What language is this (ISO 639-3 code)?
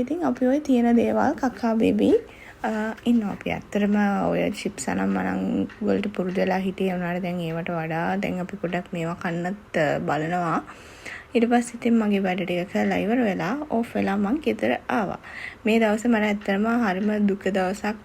sin